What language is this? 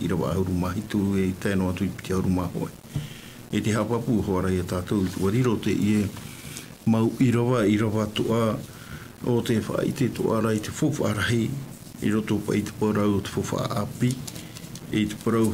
Tahitian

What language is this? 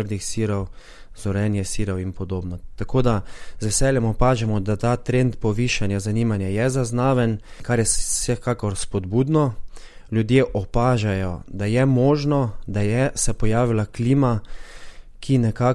Slovenian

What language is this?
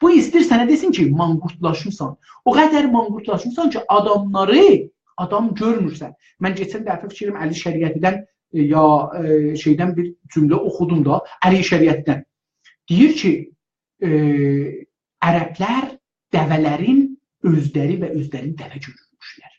South Azerbaijani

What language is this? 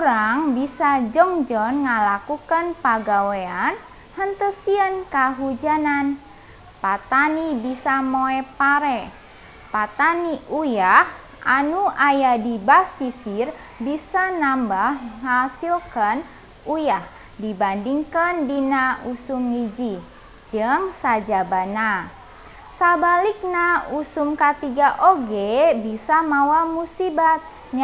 Sundanese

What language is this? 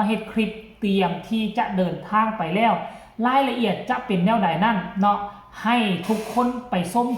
Lao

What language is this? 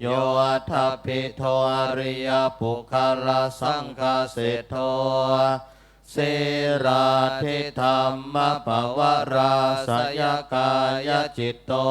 Pali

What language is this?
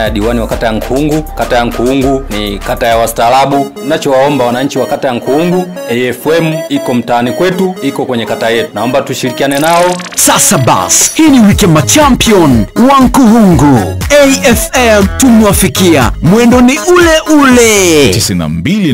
Swahili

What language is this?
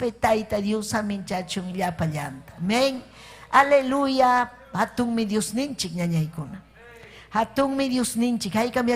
Ayacucho Quechua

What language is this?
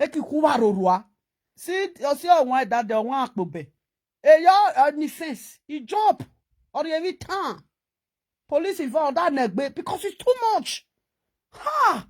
Nigerian Pidgin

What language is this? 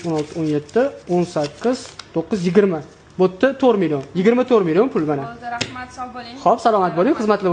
Uzbek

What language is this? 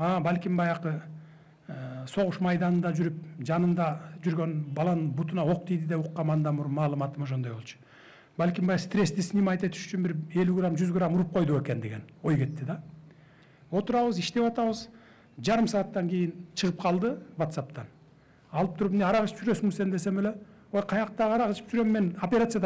Kyrgyz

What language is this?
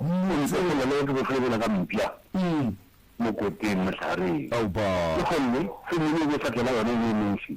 Northern Sotho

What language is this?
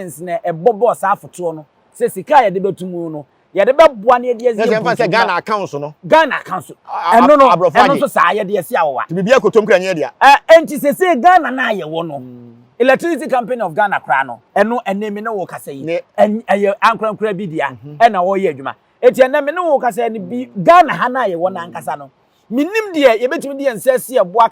Akan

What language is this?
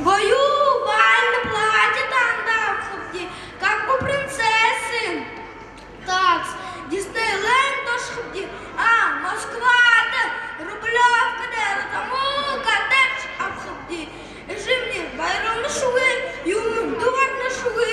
Buriat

